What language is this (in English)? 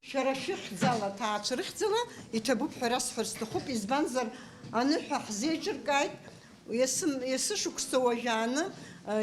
Abkhazian